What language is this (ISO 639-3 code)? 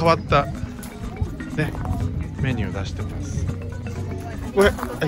jpn